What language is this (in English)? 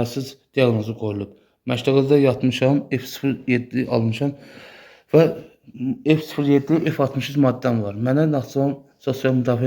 Azerbaijani